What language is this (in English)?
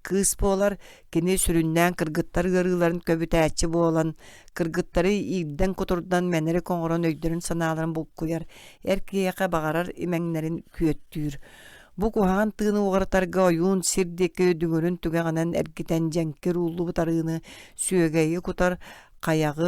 Yakut